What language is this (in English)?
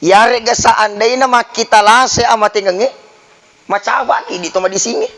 Buginese